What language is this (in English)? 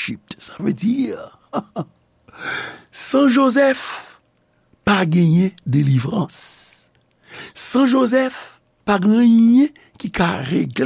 Haitian Creole